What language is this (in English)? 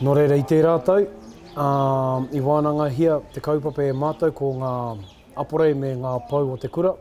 Māori